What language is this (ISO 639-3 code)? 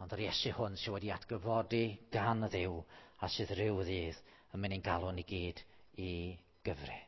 cym